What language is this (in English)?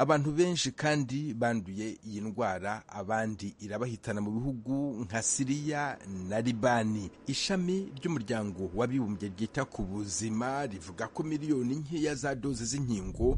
Rundi